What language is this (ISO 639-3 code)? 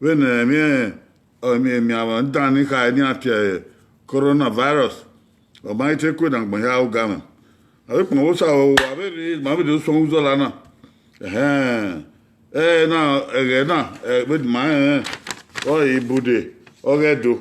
bin